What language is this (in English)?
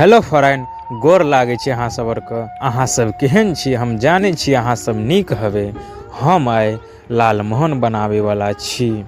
Maithili